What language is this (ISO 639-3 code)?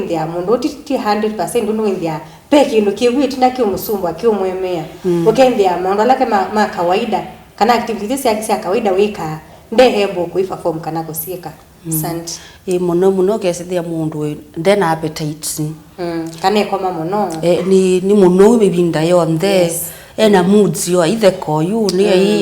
kam